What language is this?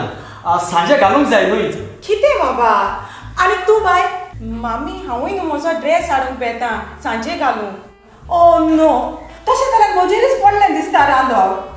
Konkani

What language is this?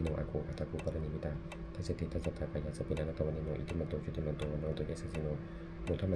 Pali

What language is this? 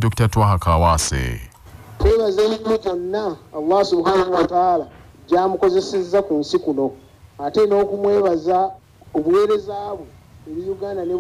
Ganda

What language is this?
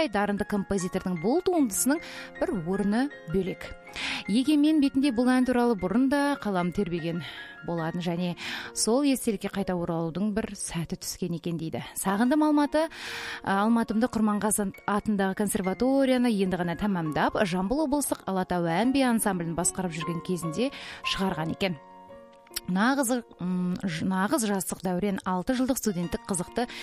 Kazakh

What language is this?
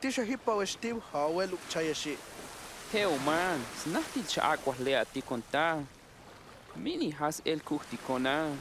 Tojolabal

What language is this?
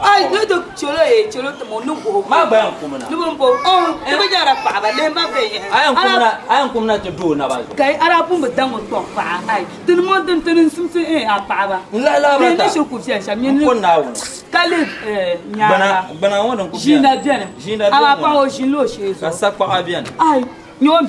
Dagbani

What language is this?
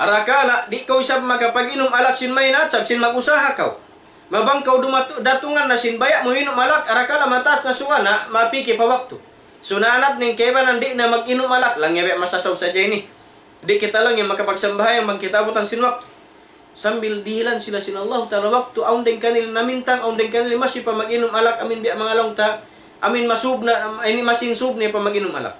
Tausug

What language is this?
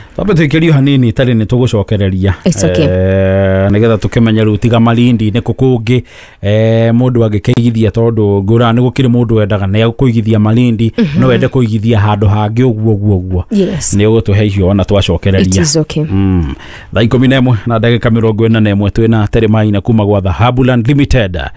Kikuyu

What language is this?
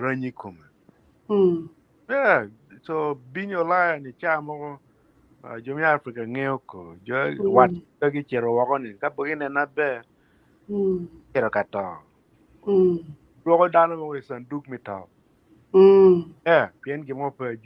Acoli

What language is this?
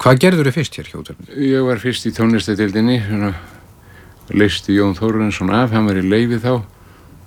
Icelandic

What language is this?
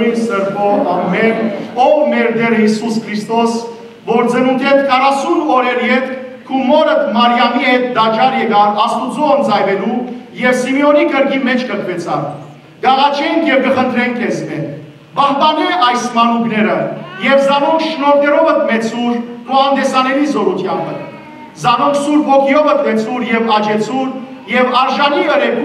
Western Armenian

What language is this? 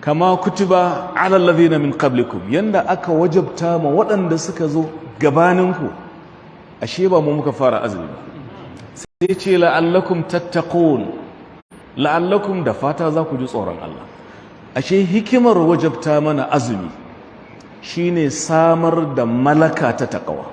Hausa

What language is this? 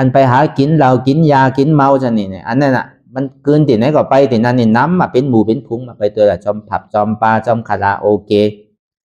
Shan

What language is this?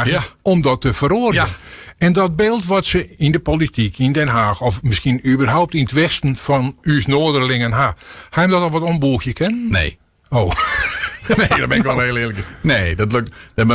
Western Frisian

